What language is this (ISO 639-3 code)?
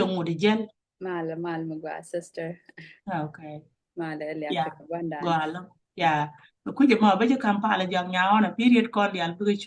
nus